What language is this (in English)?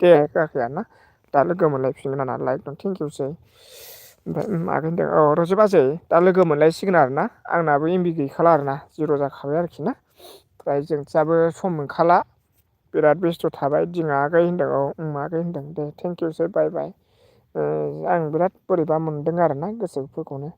Bodo